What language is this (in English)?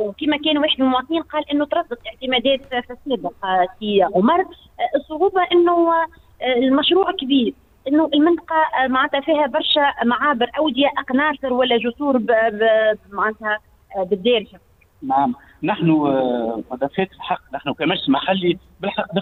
Tunisian Arabic